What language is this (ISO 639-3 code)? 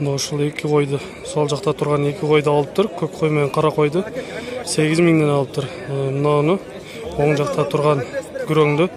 kir